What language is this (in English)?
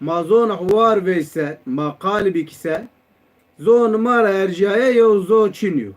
Zaza